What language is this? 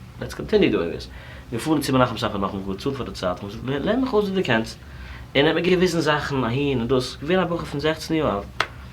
Yiddish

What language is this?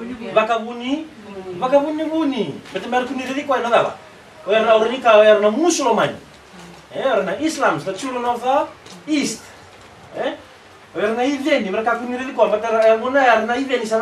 Fijian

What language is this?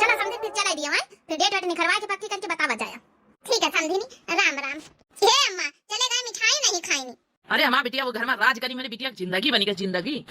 Awadhi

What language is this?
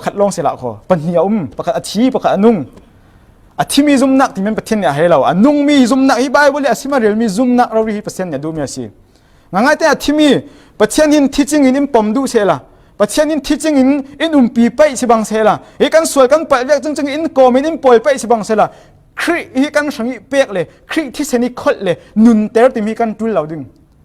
Falam Chin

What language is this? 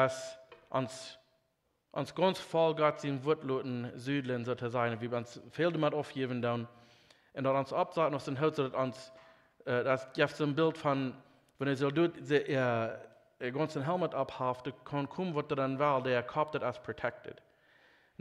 Plautdietsch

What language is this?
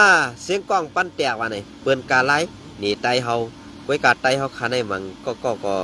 Shan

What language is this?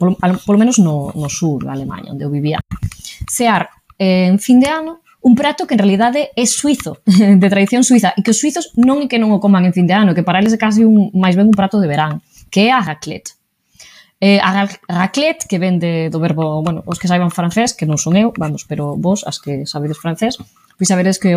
Galician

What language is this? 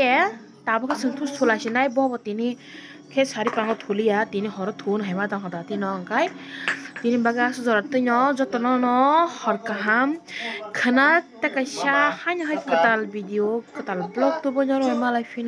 Kok Borok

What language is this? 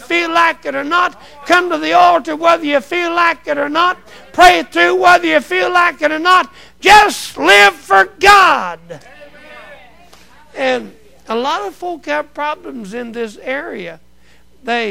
English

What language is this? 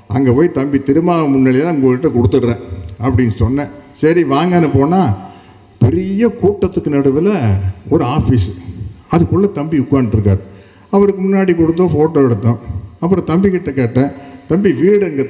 Tamil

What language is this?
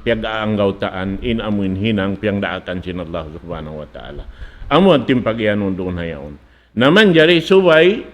Tausug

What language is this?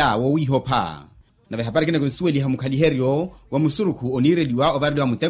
Makhuwa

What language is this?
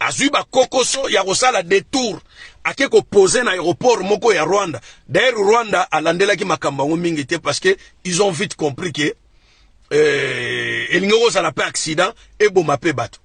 Lingala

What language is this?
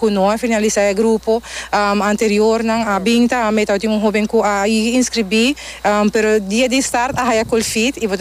Papiamento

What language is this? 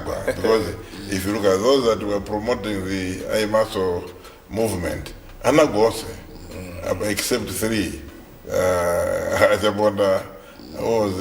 Nyanja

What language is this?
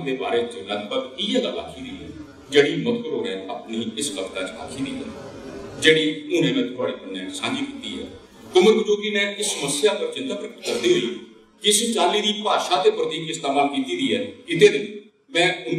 Dogri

